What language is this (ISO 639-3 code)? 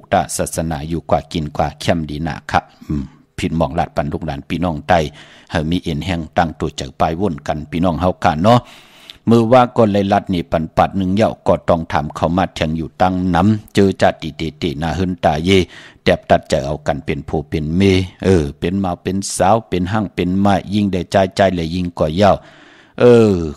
shn